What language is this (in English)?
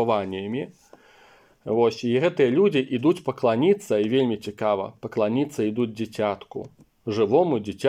Belarusian